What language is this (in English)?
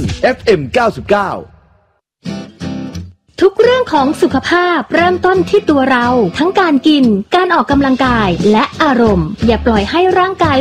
Thai